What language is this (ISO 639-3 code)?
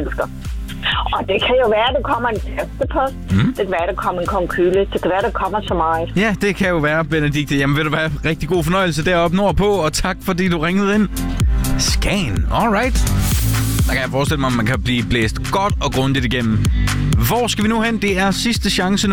dan